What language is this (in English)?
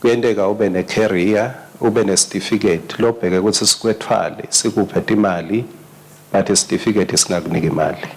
Swati